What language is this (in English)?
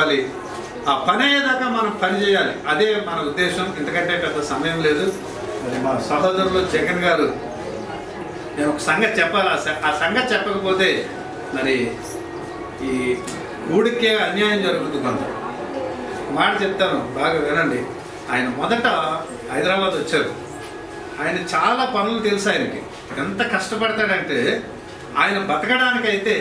Telugu